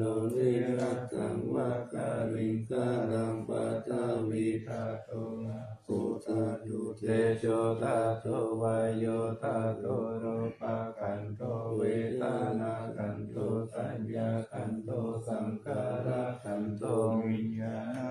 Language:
Pali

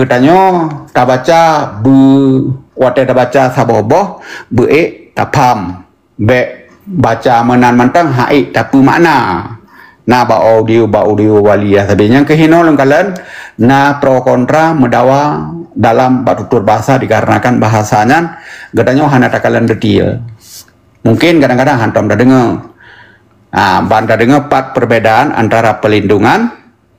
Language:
Achinese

